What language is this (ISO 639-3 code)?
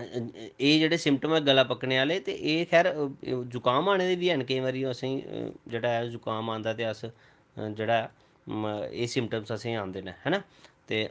doi